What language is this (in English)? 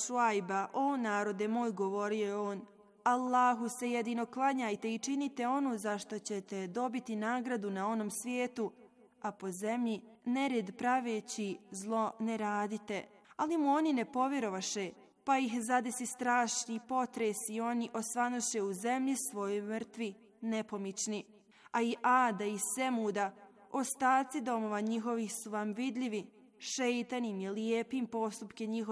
Bosnian